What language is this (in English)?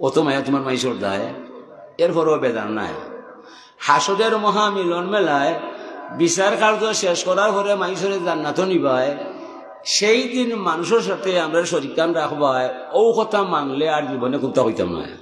Sylheti